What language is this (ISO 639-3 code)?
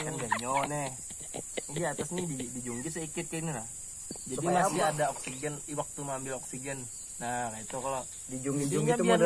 bjn